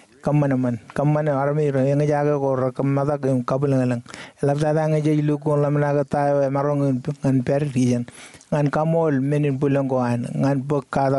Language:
Marshallese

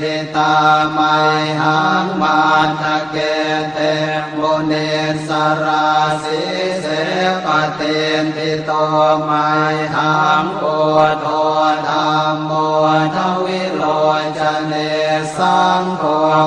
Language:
Pali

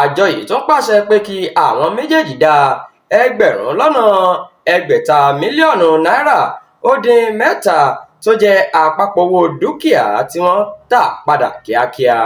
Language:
Yoruba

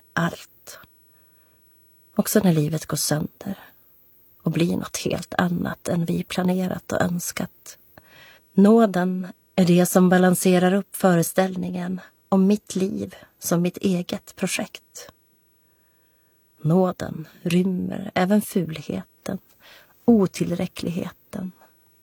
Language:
Swedish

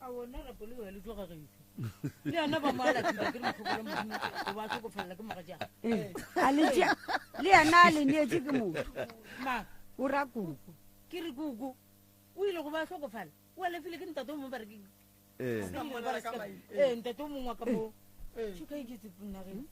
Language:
Northern Sotho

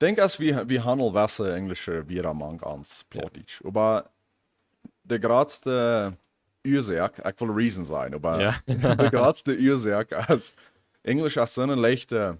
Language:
Plautdietsch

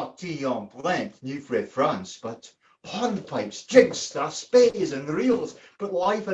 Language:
Scots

